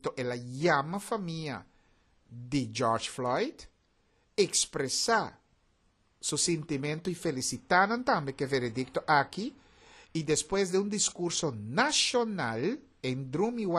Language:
Papiamento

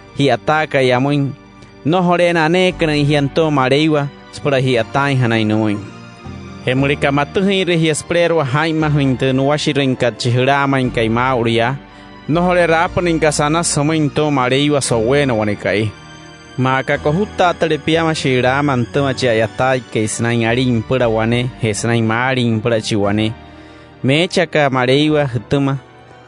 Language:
Wayuu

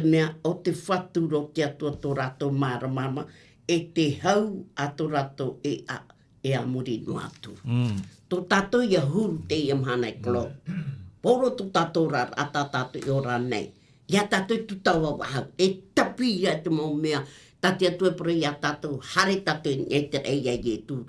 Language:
Tahitian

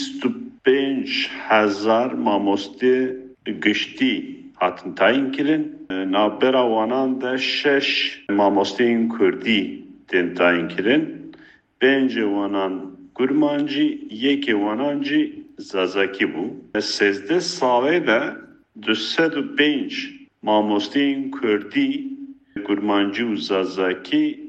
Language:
Kurdish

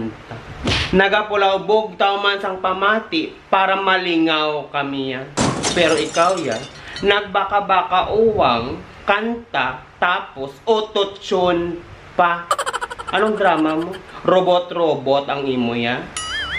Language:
Hiligaynon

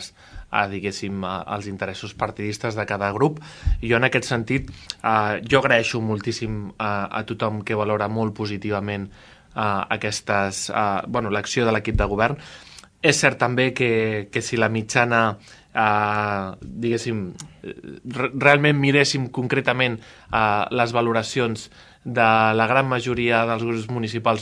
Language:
Catalan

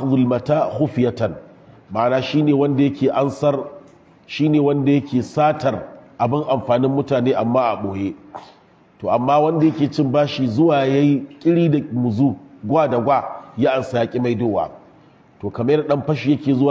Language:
Hausa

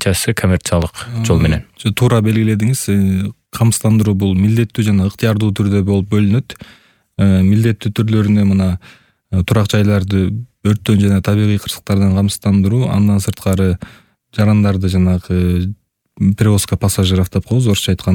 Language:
Kyrgyz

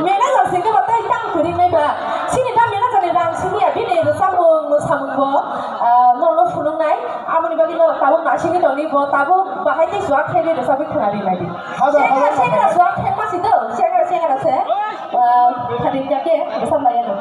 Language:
Kok Borok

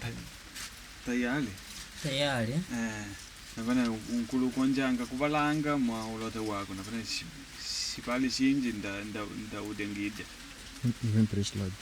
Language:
Makonde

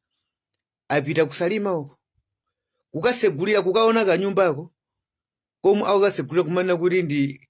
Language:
Nyanja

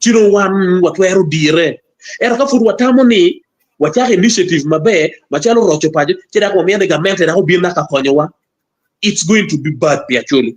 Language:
Acoli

